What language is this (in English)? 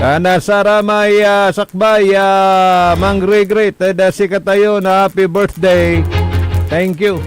Pangasinan